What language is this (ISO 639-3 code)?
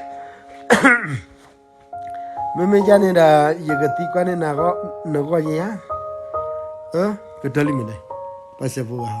ksw